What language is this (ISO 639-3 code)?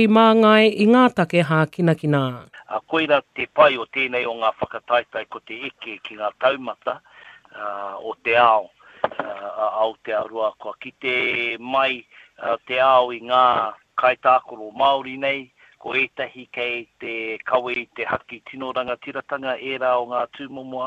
mri